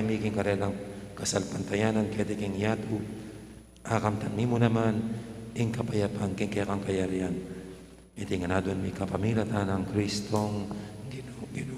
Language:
Pampanga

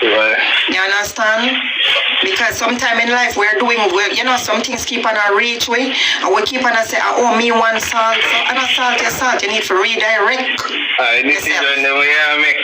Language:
Jamaican Creole English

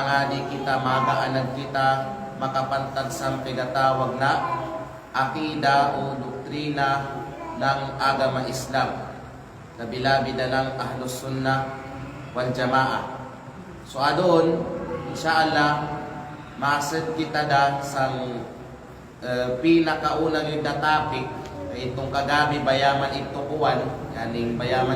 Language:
Kalagan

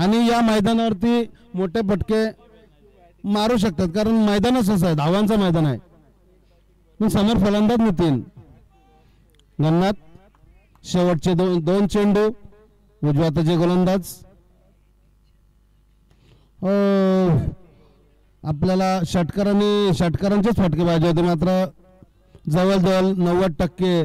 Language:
Marathi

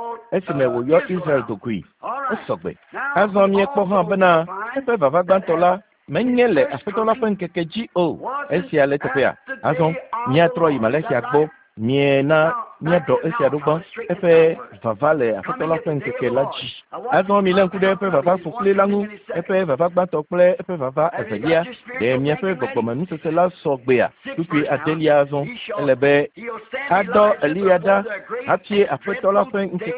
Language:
Ewe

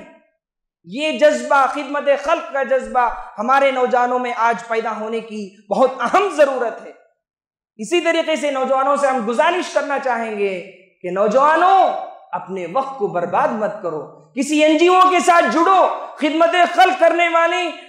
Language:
Urdu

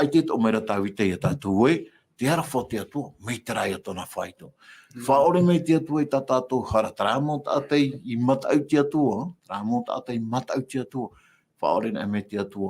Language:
Tahitian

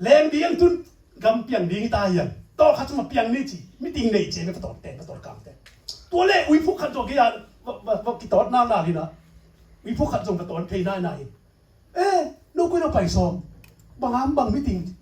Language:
Tedim Chin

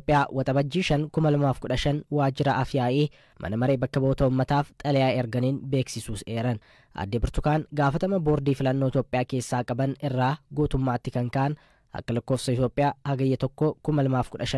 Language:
Oromo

